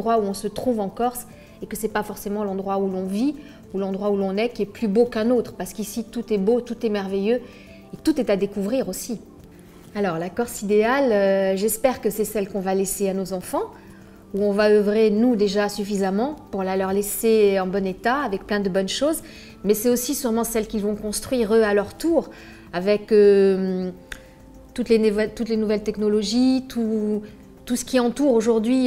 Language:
French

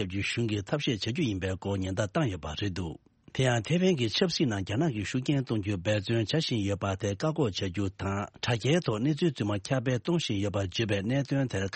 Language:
Tibetan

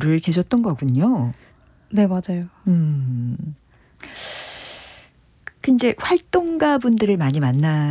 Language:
Korean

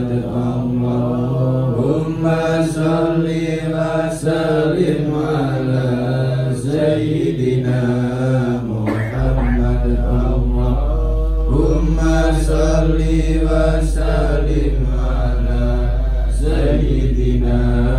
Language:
Arabic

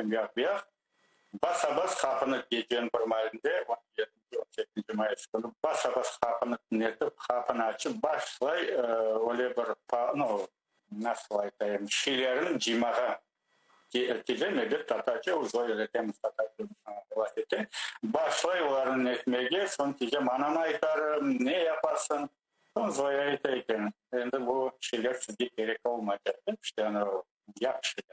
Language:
Crimean Tatar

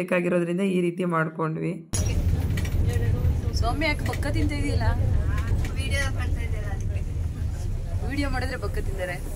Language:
Kannada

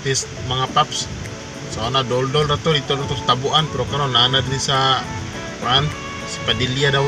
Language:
Cebuano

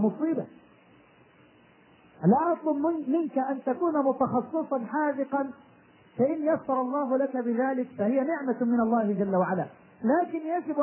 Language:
Arabic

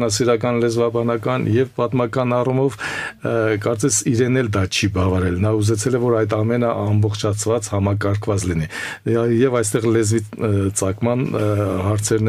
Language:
Armenian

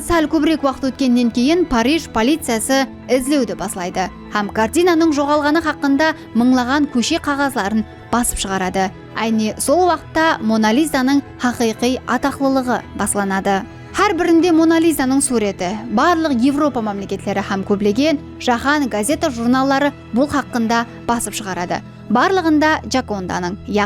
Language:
Kara-Kalpak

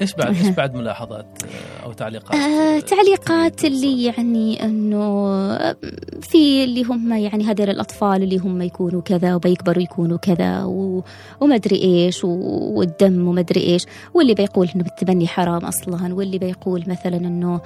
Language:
Gulf Arabic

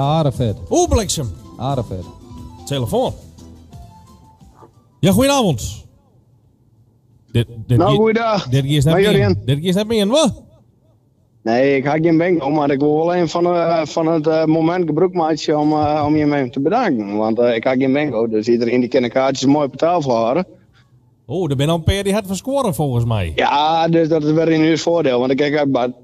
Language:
Dutch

